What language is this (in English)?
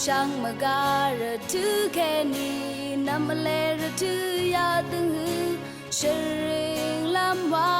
Rawang